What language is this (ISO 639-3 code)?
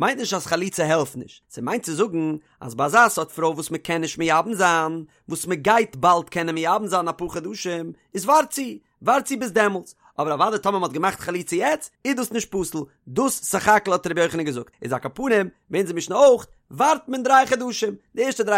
yid